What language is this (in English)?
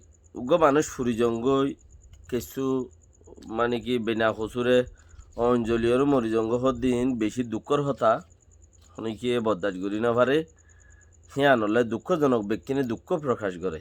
Rohingya